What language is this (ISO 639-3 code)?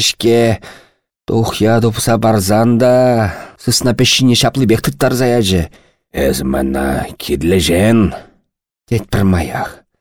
chv